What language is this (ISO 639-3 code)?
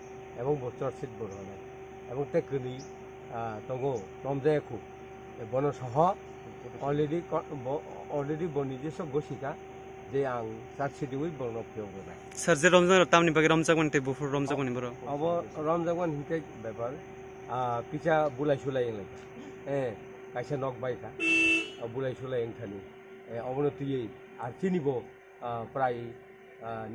trp